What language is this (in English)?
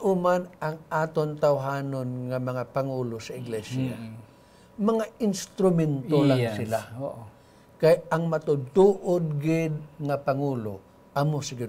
Hiligaynon